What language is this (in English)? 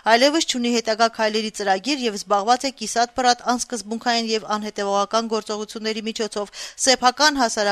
Armenian